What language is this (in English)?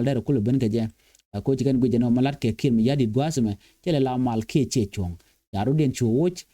Nuer